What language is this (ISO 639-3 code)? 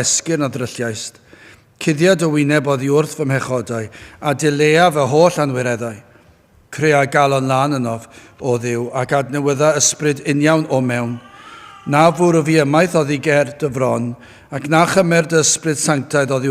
cym